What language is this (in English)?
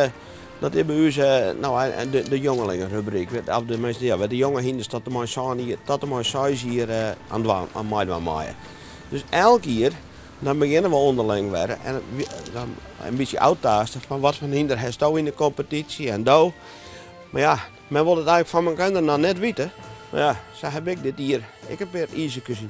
Western Frisian